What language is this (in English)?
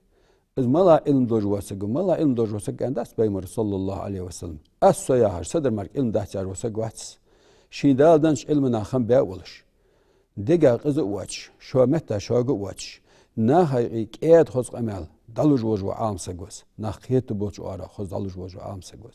Ingush